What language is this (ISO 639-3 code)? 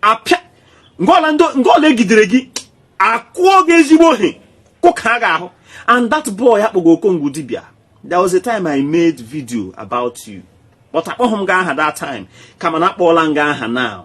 ibo